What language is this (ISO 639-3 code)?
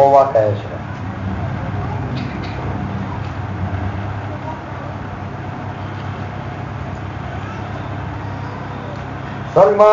guj